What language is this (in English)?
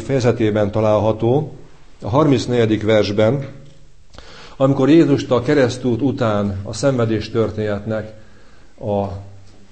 Hungarian